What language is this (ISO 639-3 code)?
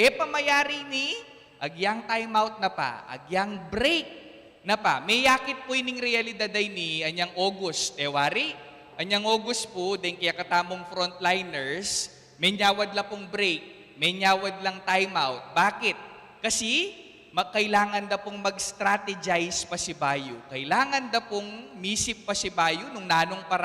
pam